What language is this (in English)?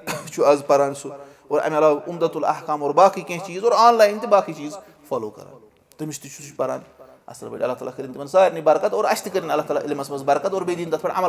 Kashmiri